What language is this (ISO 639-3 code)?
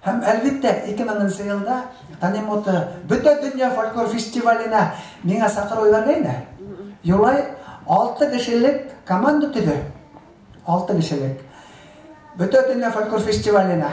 bak